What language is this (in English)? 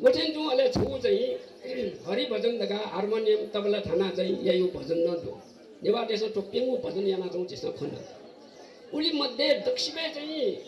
Newari